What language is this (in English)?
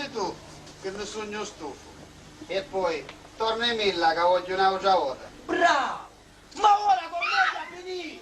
Sicilian